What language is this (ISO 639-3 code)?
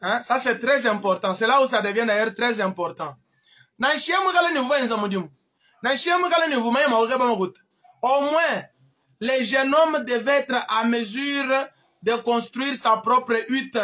lua